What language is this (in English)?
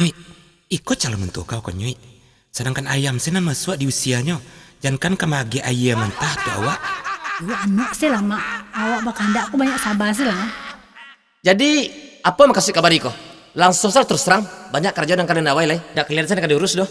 Minangkabau